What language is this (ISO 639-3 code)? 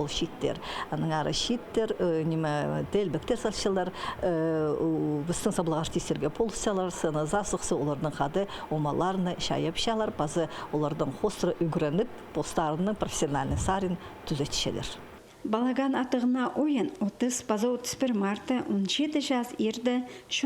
kjh